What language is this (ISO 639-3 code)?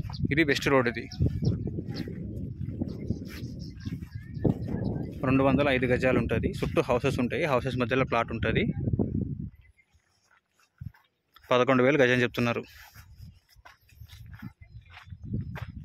tel